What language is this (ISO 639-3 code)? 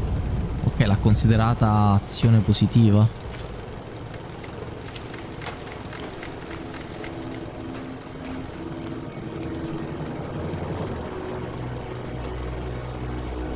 ita